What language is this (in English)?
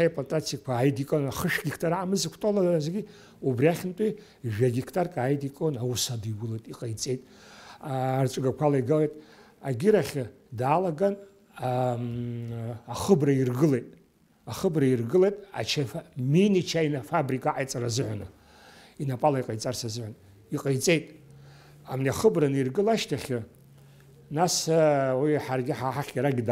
Abkhazian